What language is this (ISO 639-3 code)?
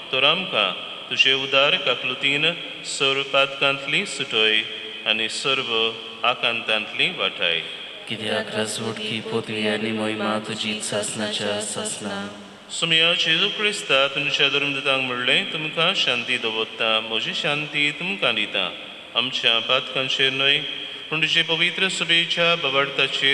kok